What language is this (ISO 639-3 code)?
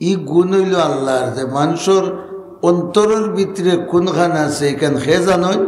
syl